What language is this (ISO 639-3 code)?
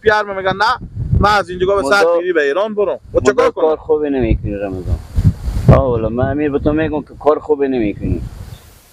fas